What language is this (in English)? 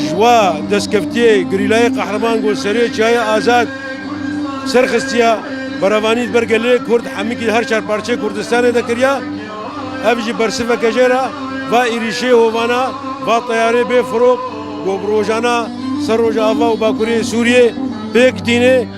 Kurdish